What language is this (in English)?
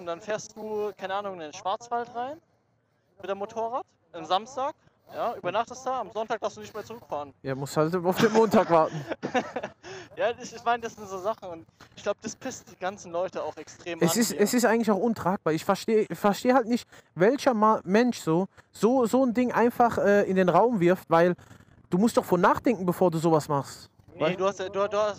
German